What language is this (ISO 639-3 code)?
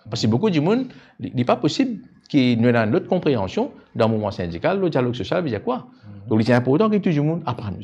mfe